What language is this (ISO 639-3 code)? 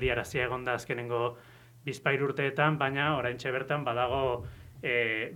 eus